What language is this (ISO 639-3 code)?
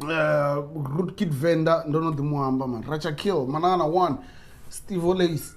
ven